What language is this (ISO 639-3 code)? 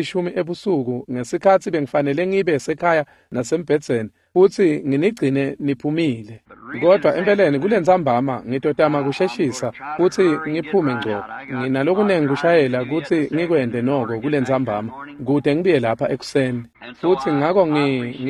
ssw